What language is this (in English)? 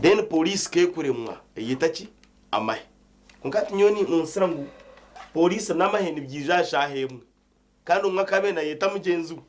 Nyankole